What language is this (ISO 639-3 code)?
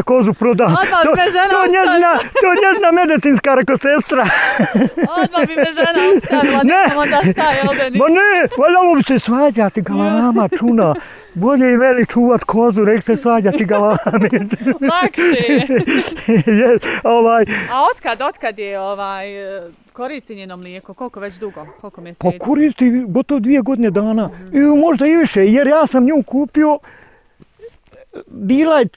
bos